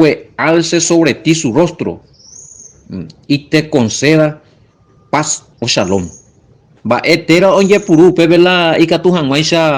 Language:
Guarani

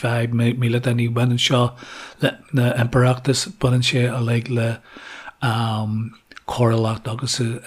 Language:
Irish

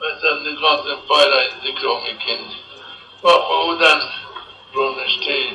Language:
Zaza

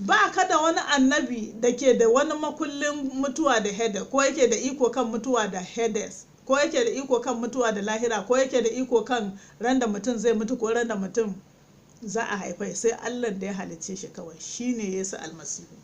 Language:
Hausa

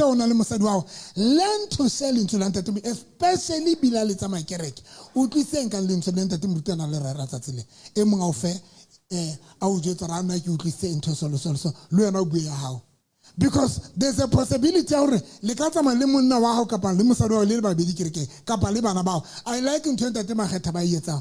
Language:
Southern Sotho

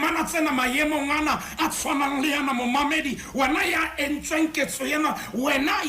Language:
Southern Sotho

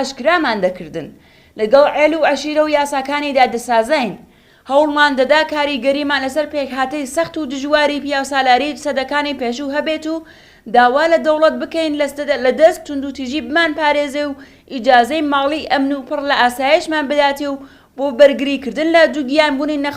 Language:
Central Kurdish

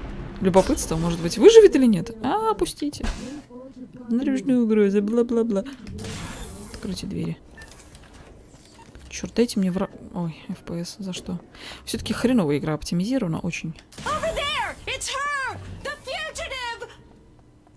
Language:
Russian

